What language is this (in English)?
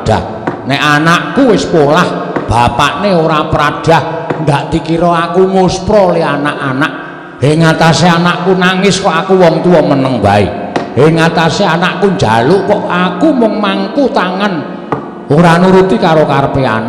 Javanese